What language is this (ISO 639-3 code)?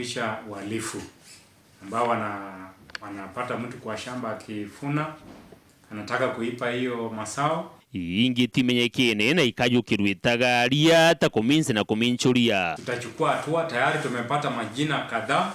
mer